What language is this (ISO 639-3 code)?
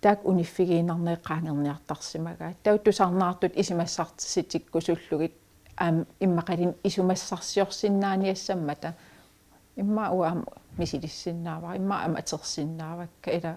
kal